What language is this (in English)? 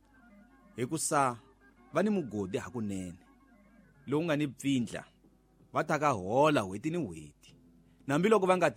Tsonga